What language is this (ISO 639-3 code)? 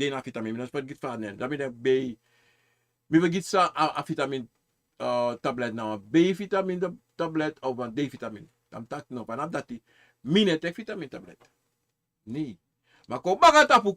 srn